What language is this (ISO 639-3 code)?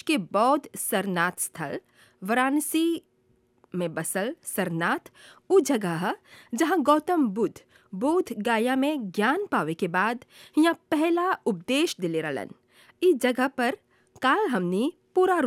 bho